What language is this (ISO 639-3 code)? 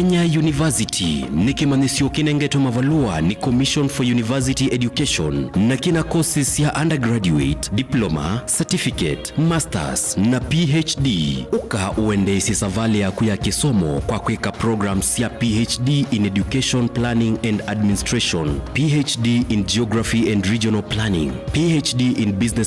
kam